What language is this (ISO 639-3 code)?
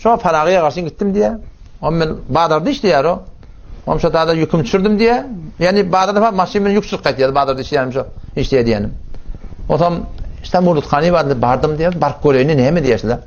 tuk